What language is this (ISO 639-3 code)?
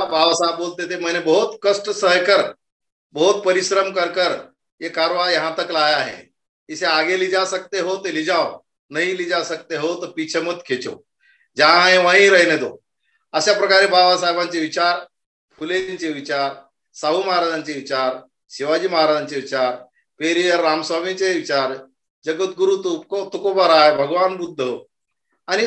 mar